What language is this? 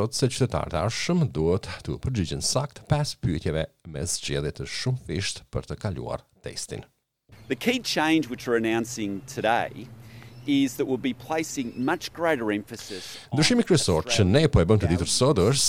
Albanian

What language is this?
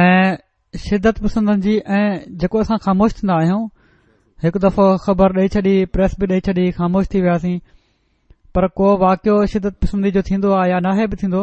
Sindhi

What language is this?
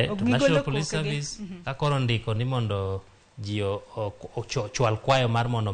Luo (Kenya and Tanzania)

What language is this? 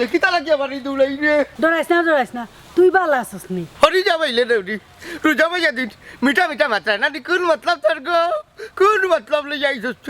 Sylheti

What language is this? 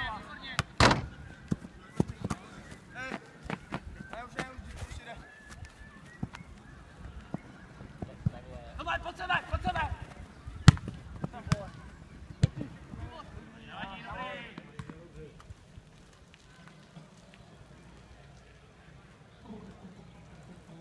Czech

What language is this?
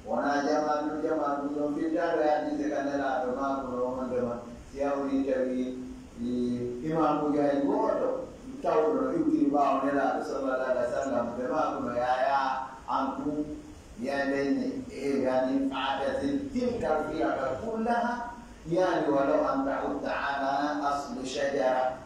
Fula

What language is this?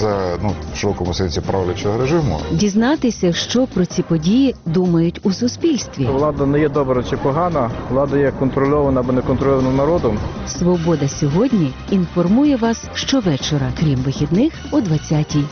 Ukrainian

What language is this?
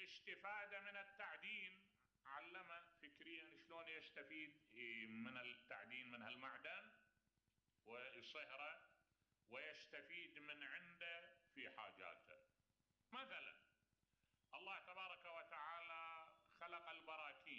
Mesopotamian Arabic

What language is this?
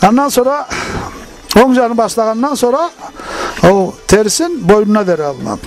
Karachay-Balkar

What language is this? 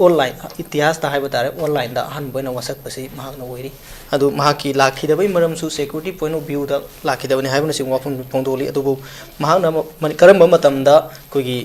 Manipuri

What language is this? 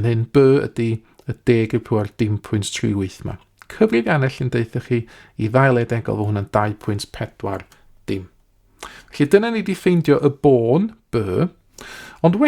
Welsh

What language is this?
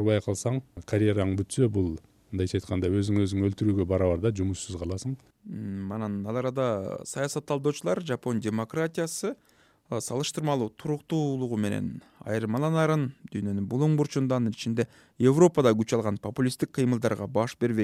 Kyrgyz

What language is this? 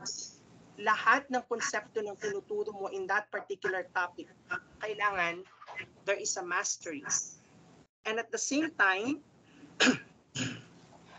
Filipino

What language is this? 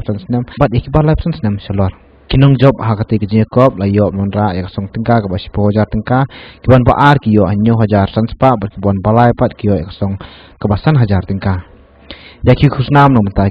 Khasi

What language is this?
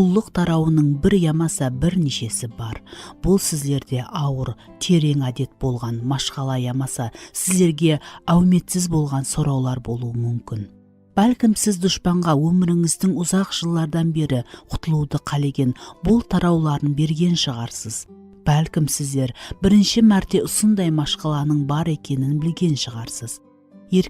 Kara-Kalpak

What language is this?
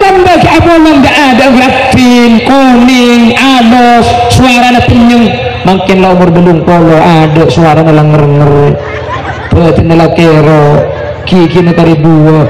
Madurese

